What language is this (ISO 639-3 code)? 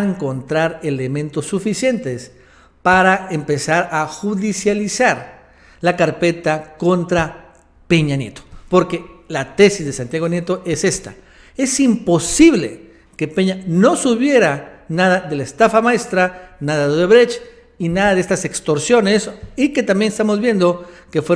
spa